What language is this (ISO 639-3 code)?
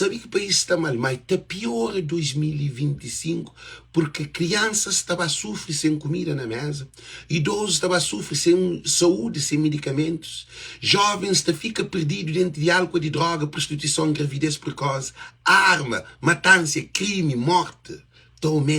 kea